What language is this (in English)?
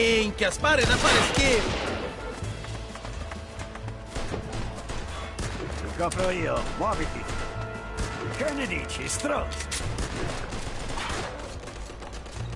Italian